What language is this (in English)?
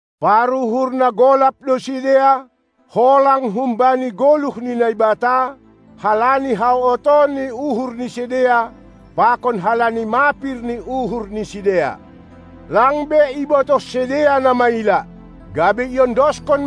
Batak Simalungun